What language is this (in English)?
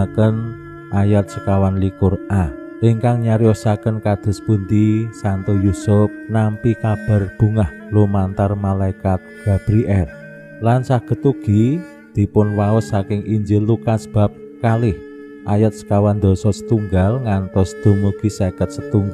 Javanese